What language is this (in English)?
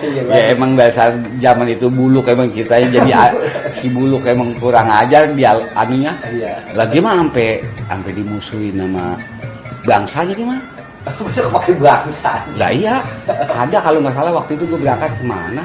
Betawi